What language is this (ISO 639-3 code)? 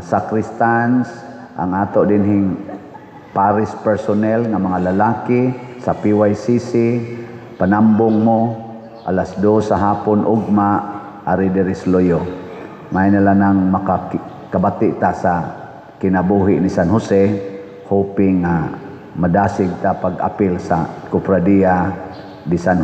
ceb